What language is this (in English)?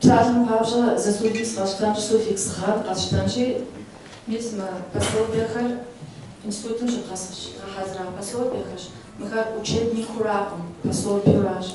Kabardian